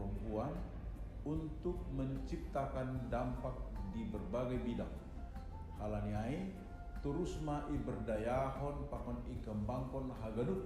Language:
Batak Simalungun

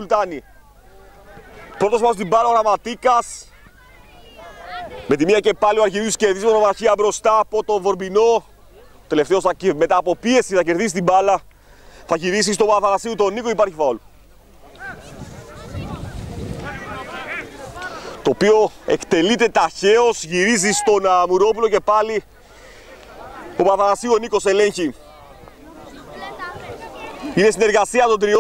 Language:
Greek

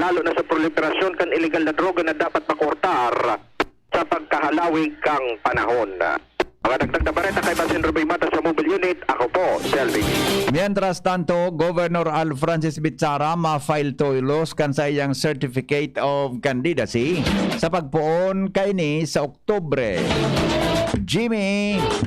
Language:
Bikol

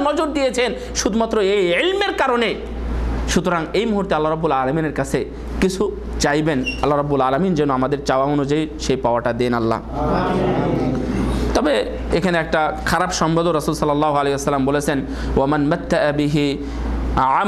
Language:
Bangla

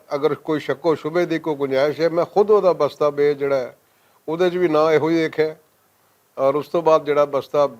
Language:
Western Panjabi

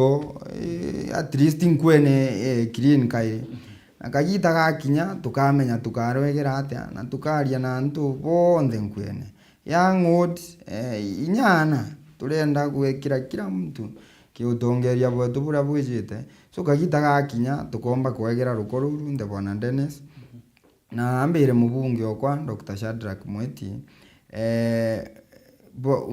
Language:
Meru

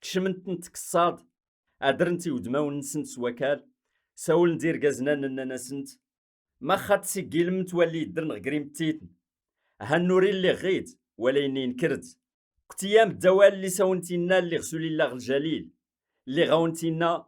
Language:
Kabyle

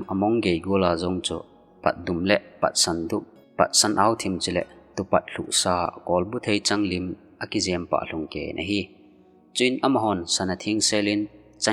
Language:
Thado Chin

